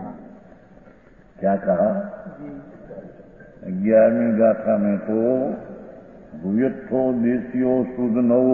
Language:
Hindi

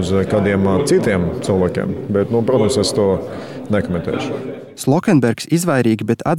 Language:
Latvian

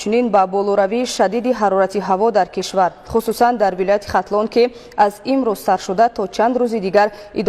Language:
Tajik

